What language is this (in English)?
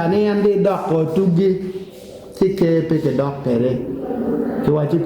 Acoli